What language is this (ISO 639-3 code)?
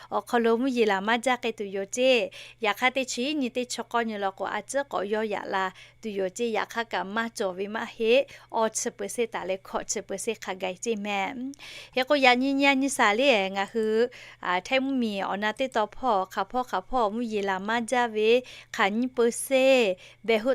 lhu